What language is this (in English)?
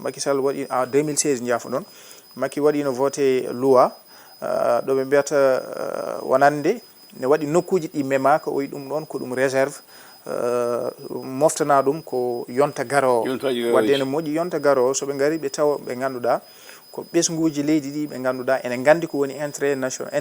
Fula